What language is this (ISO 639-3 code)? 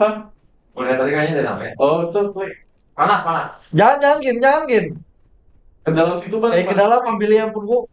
bjn